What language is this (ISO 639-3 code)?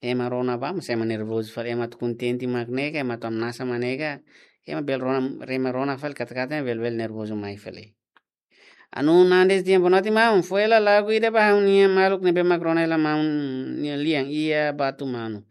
tet